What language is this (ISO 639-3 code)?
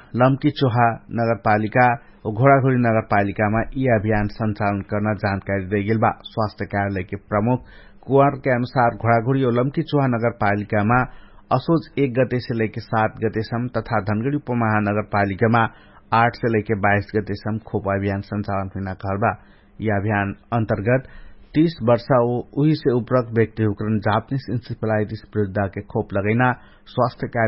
thl